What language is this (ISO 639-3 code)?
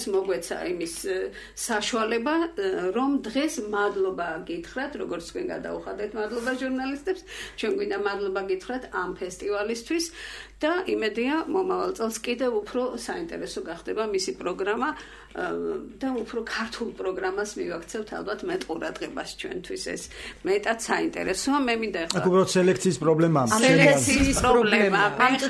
kat